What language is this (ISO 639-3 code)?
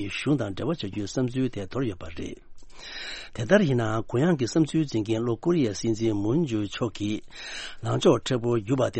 bod